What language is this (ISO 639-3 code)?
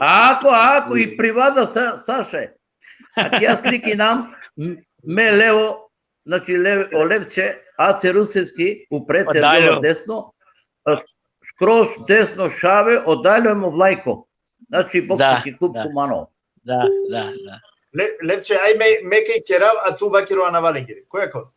rmn